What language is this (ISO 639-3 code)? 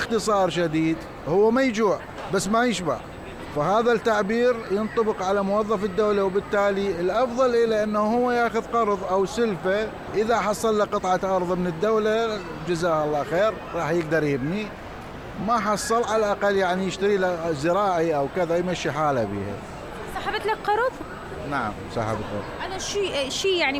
acm